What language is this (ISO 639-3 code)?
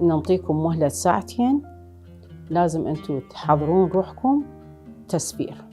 acm